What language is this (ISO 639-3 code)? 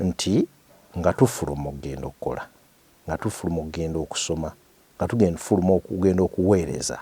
lug